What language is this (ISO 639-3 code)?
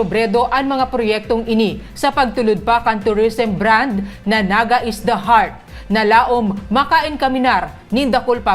bik